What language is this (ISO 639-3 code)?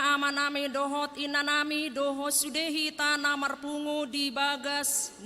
bbc